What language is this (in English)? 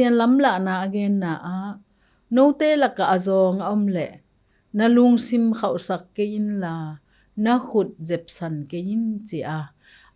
Tedim Chin